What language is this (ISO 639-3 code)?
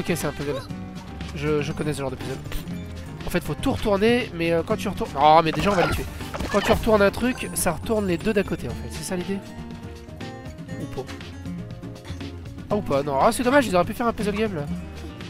fra